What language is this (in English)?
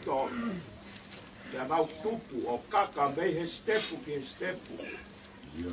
Tongan